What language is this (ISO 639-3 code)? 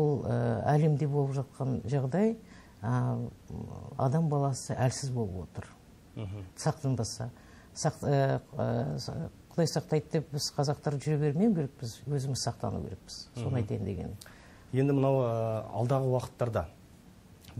kaz